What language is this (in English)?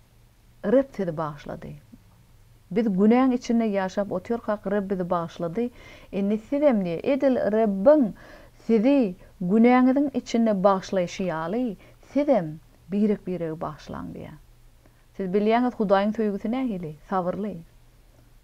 Turkmen